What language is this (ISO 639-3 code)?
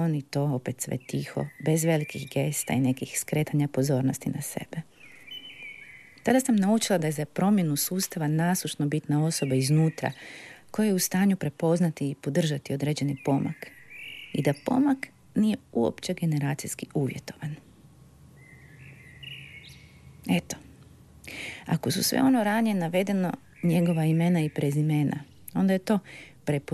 hrv